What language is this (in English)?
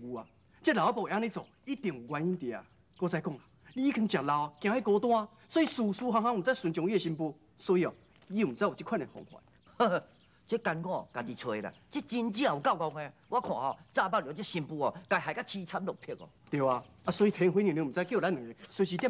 Min Nan Chinese